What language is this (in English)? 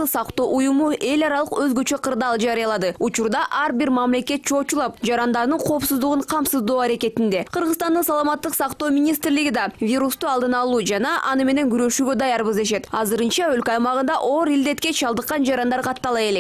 Kyrgyz